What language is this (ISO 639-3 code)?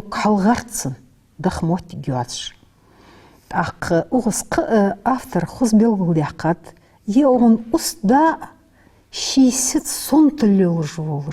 inh